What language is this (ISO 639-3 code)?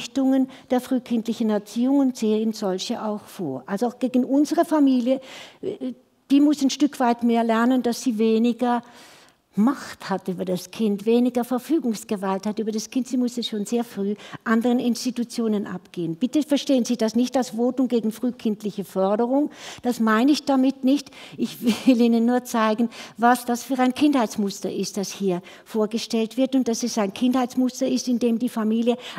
deu